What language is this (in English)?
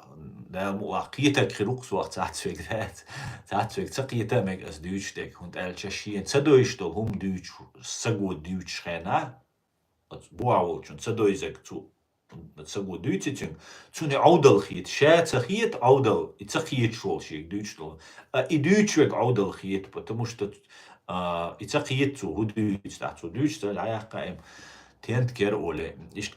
Chechen